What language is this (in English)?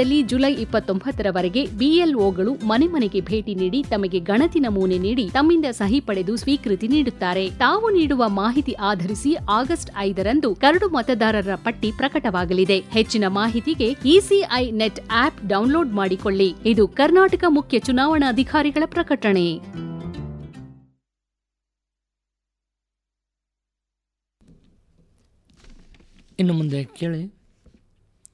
Kannada